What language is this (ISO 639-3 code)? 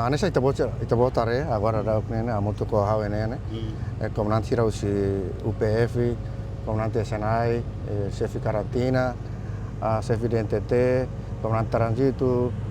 tet